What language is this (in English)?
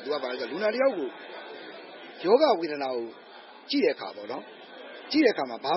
Burmese